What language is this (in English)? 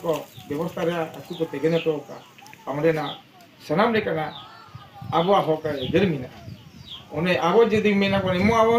Santali